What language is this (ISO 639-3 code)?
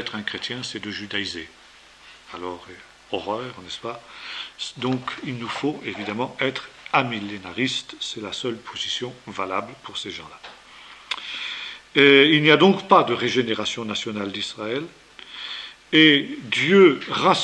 fra